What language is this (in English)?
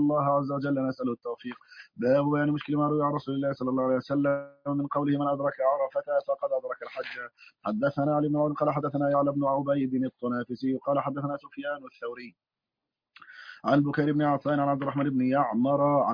Arabic